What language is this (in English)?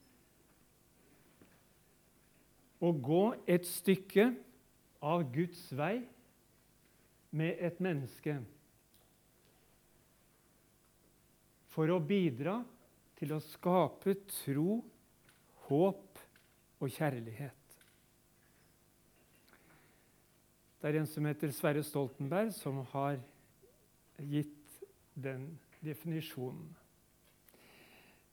Norwegian